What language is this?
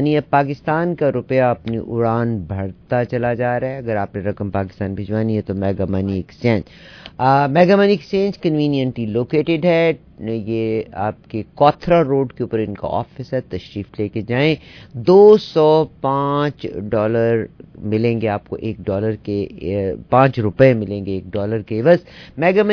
Urdu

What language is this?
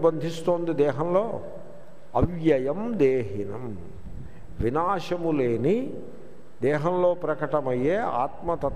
Telugu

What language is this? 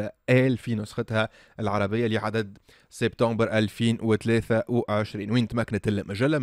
Tunisian Arabic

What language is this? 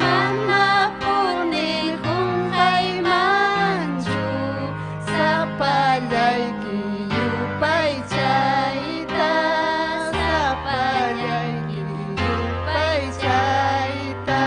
Ayacucho Quechua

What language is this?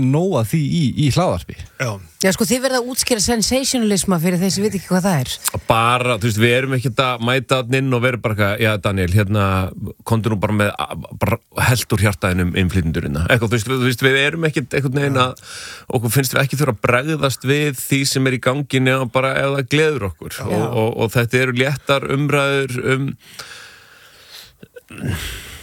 Icelandic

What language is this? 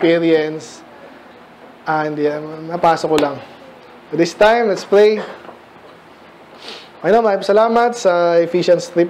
Filipino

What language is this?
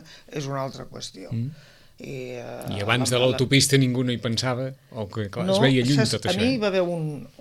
Catalan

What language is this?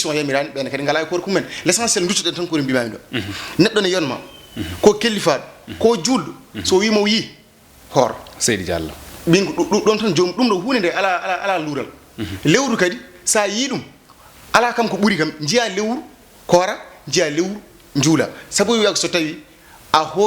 Fula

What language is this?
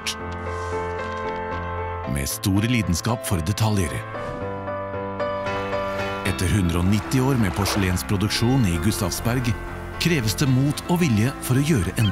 Norwegian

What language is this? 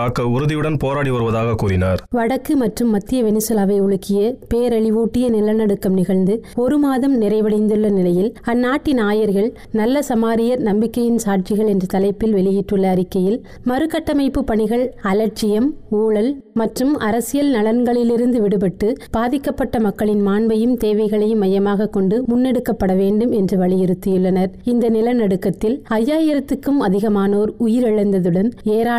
Tamil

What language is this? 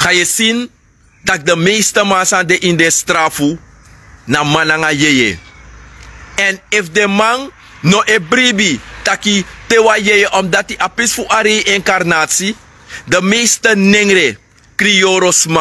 Sranan Tongo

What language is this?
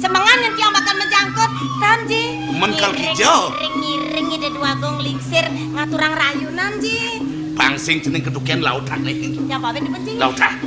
Balinese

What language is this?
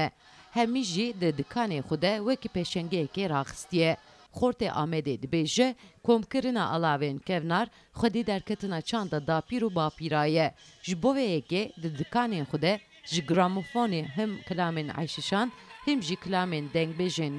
Kurdish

